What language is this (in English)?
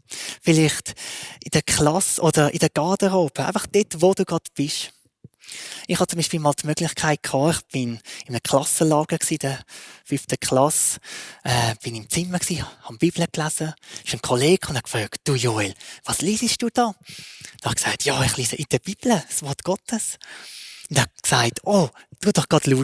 Swiss German